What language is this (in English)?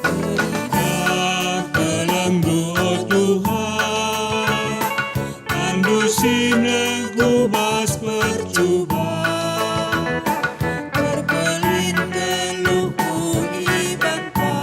Batak Karo